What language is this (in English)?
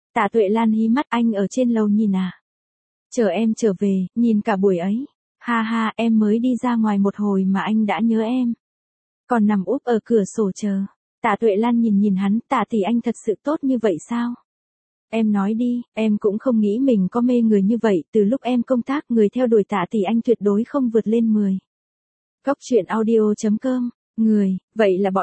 Vietnamese